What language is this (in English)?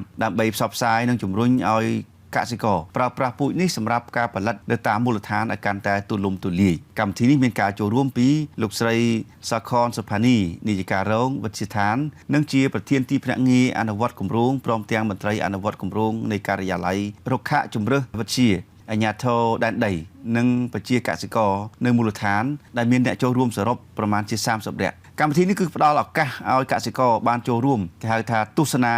Khmer